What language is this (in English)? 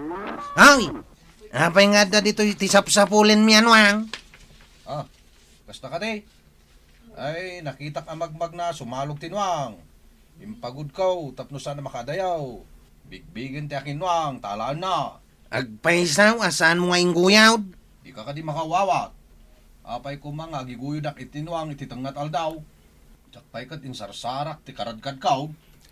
Iloko